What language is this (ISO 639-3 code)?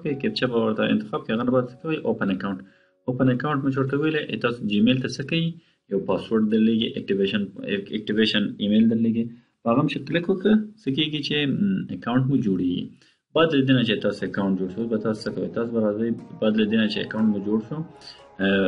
pus